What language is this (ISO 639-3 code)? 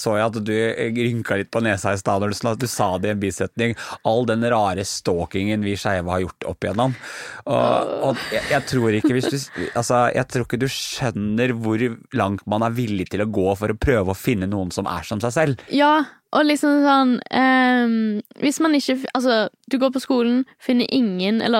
nor